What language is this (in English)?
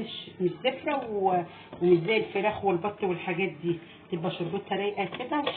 Egyptian Arabic